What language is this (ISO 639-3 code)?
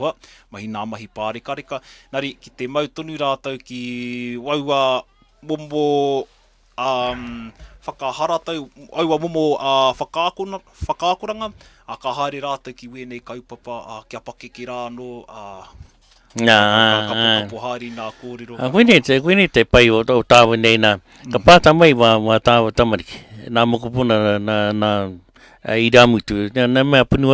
mri